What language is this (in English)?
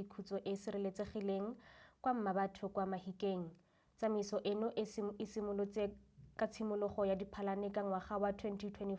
Tswana